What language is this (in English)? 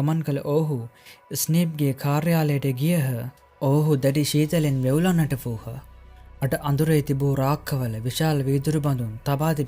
Sinhala